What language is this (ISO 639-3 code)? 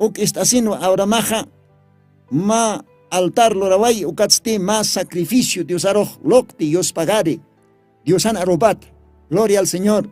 aym